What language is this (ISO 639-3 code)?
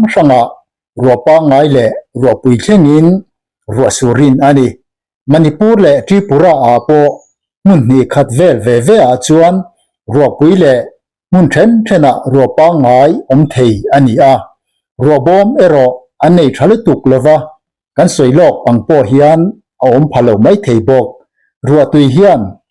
lus